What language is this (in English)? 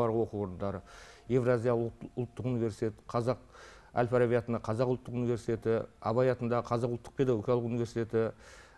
Kazakh